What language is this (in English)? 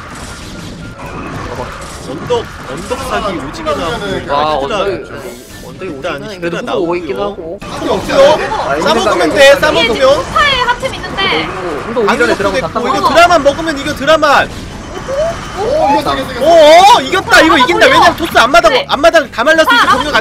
Korean